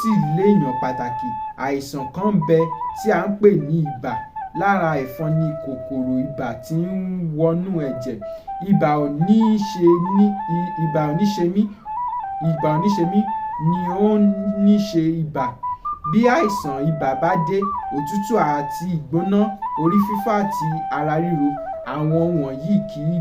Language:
Yoruba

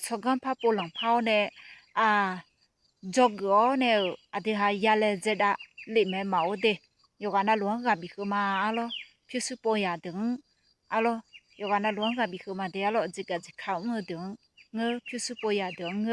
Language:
Akha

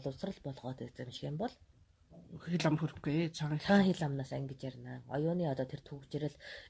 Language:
Mongolian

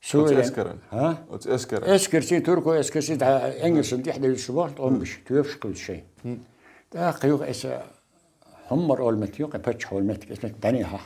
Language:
Chechen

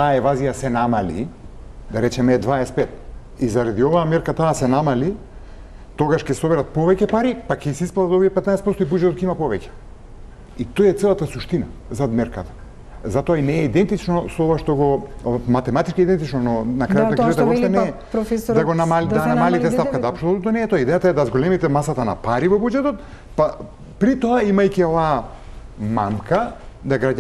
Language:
Macedonian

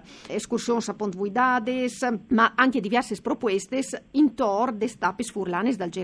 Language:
Friulian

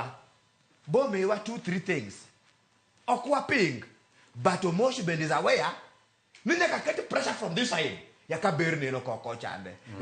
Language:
Luo (Kenya and Tanzania)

